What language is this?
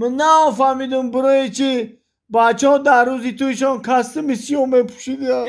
Tajik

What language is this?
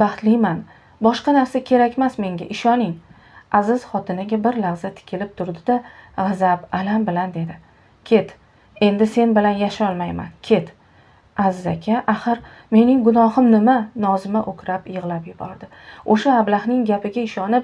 Uzbek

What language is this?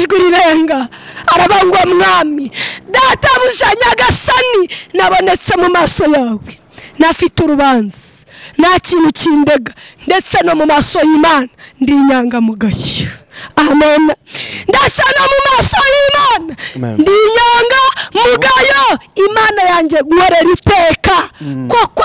Kinyarwanda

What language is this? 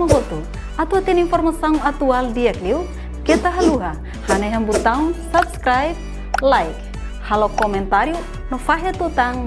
Tetum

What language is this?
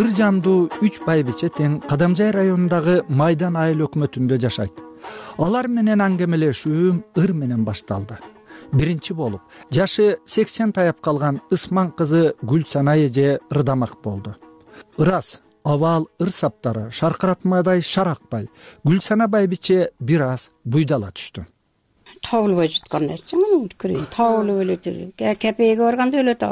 Kyrgyz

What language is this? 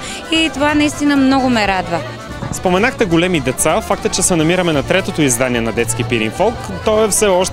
Bulgarian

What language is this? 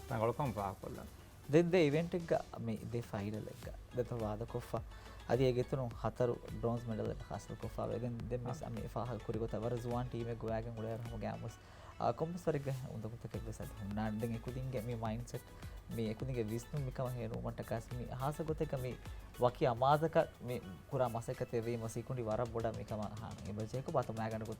Divehi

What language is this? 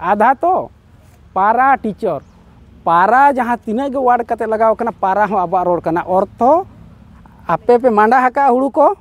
Santali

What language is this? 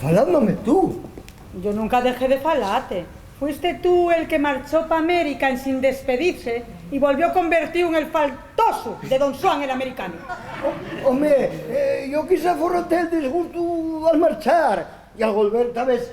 Asturian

